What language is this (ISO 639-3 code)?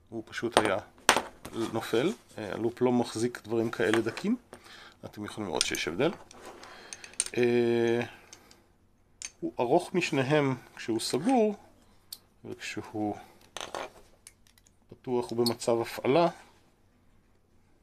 heb